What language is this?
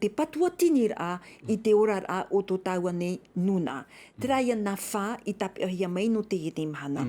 Tahitian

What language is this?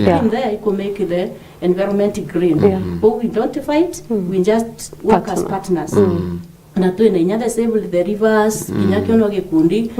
Meru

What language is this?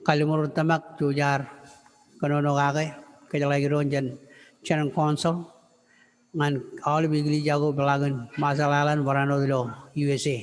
Marshallese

